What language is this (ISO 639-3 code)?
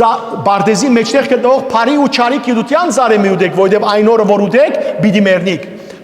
hyw